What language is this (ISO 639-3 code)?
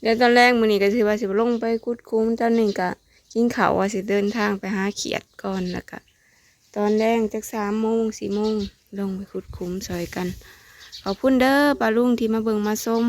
tts